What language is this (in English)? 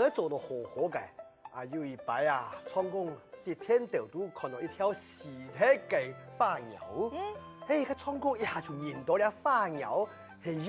Hakka Chinese